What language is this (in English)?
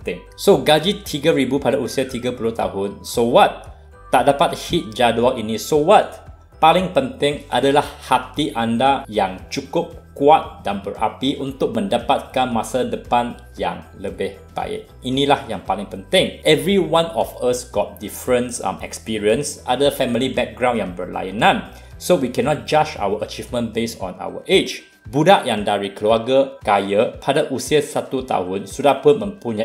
Malay